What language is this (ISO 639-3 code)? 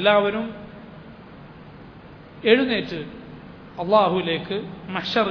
mal